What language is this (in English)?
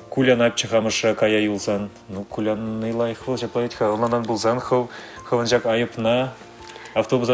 Chuvash